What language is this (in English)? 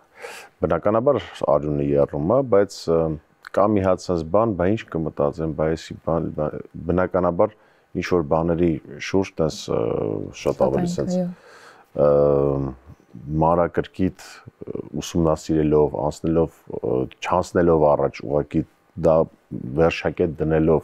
Armenian